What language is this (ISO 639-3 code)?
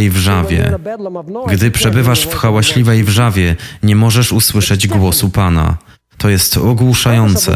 pol